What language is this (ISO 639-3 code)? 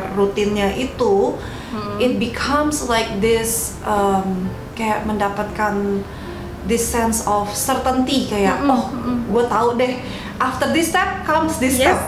ind